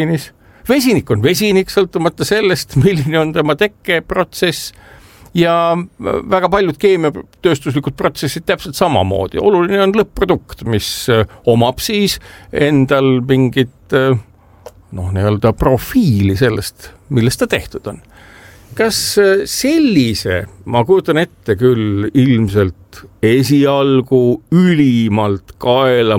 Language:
Estonian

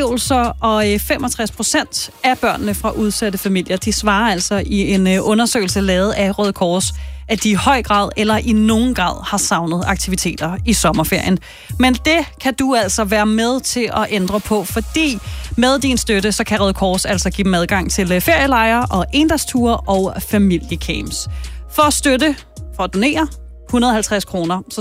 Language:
Danish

